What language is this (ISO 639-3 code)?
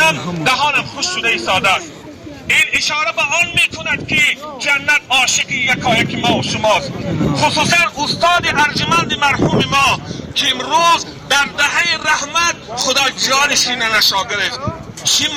tgk